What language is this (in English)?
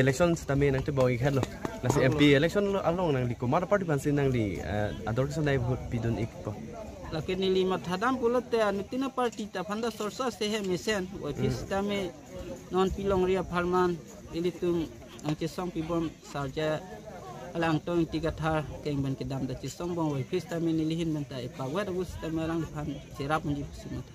Karbi